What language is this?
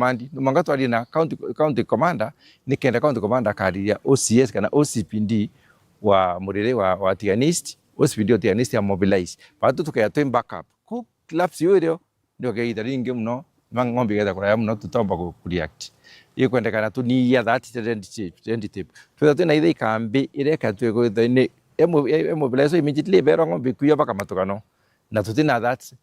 Meru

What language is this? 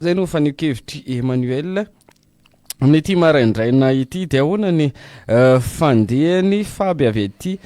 Malagasy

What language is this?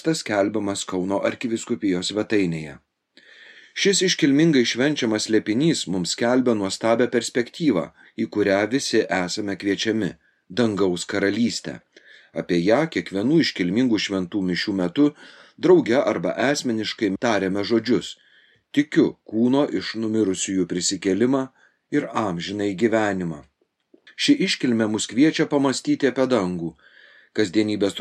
Lithuanian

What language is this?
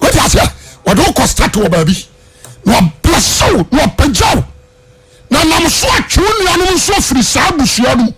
Akan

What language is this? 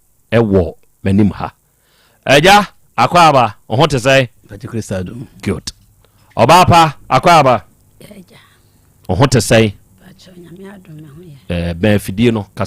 Akan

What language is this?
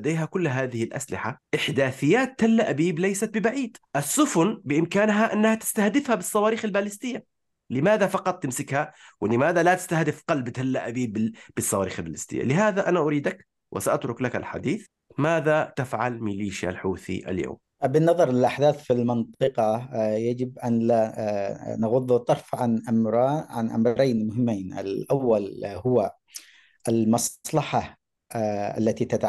Arabic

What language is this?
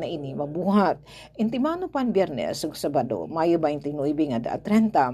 Waray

